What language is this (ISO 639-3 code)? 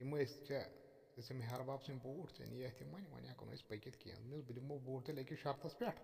kas